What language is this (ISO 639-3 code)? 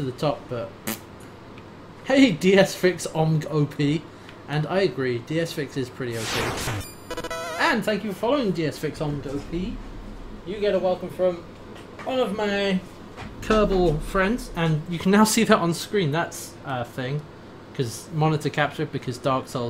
eng